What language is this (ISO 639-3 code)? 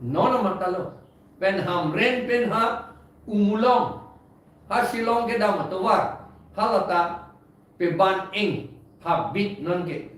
mjw